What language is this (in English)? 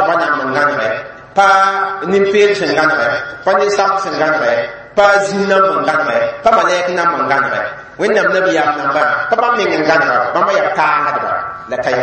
Mossi